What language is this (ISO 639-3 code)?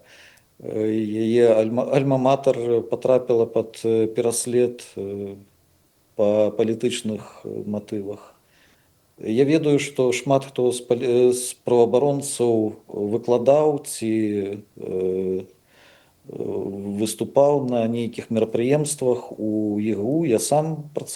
bel